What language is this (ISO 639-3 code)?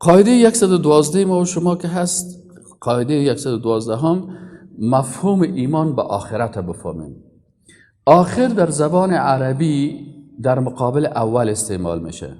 fas